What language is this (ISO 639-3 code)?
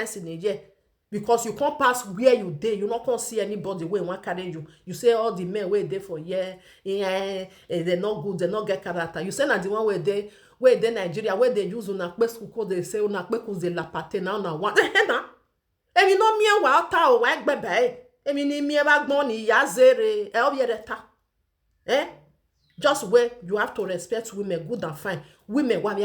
pcm